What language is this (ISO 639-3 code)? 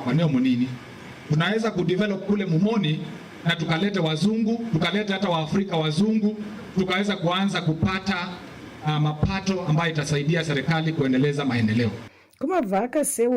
kam